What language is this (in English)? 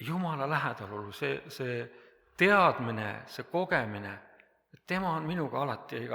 Estonian